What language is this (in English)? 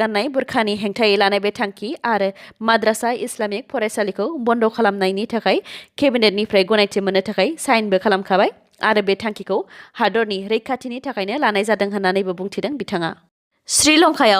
Bodo